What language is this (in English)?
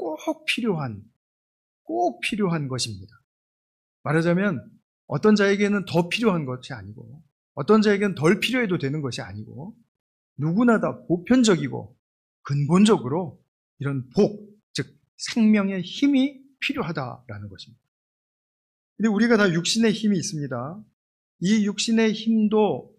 Korean